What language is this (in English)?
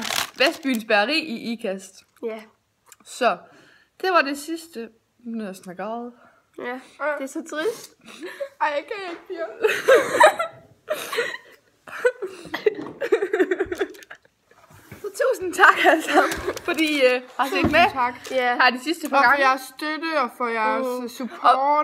Danish